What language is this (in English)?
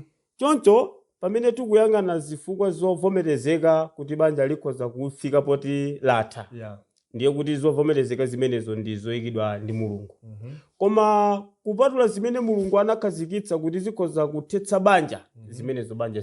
Nyanja